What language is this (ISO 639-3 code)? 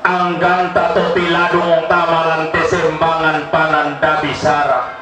sda